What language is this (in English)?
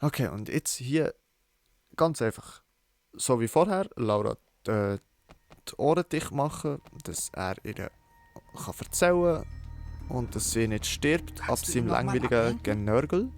Swiss German